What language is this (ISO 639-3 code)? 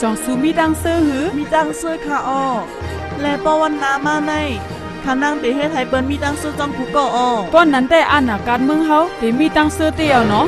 shn